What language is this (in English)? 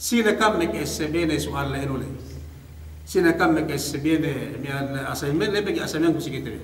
Yakan